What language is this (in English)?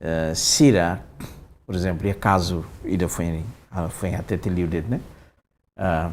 Tetum